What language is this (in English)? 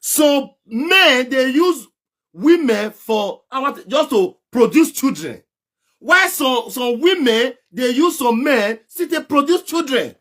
Nigerian Pidgin